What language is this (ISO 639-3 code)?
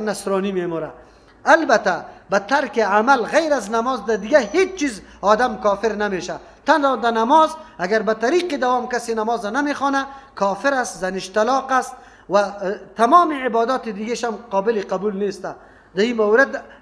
fas